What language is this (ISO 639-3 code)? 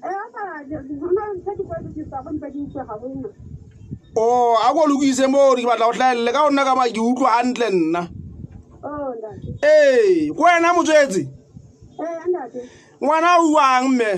sot